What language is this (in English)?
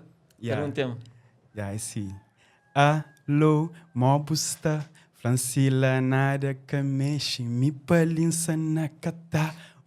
Kabuverdianu